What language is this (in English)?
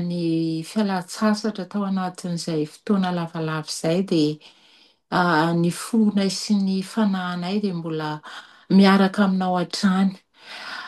Malagasy